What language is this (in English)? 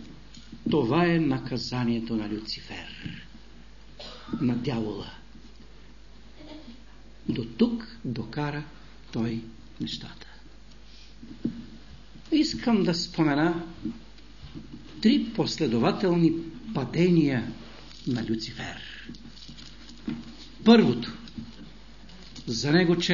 Bulgarian